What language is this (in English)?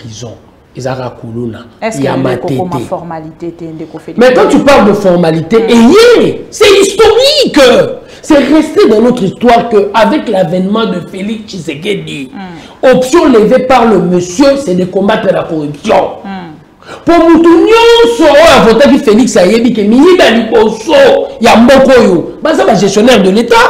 French